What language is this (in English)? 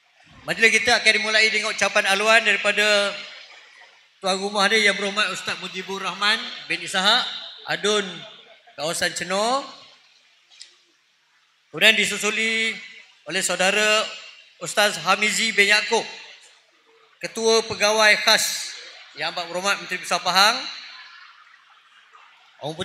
Malay